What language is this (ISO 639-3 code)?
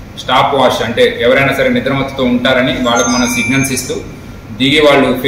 tel